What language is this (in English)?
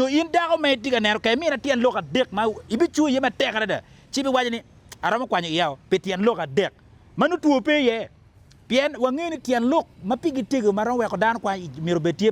Acoli